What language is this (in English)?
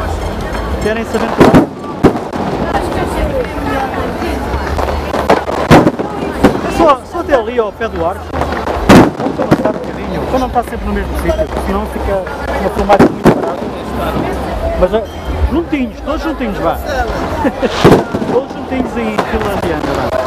Portuguese